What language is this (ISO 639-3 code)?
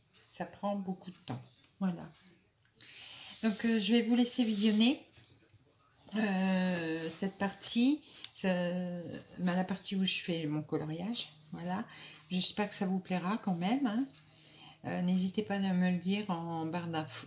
fra